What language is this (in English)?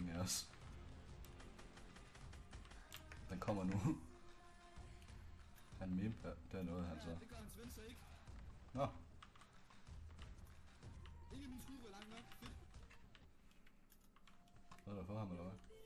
Danish